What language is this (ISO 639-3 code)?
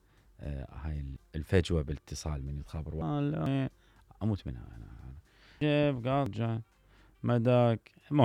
acm